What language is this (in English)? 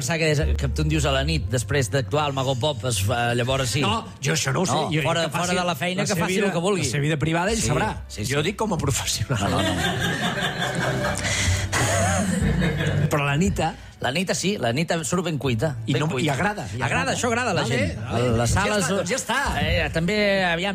Catalan